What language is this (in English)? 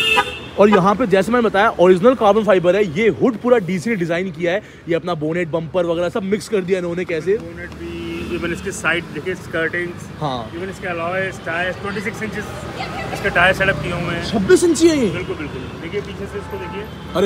Hindi